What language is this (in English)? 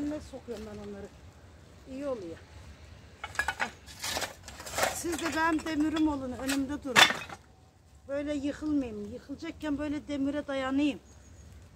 Turkish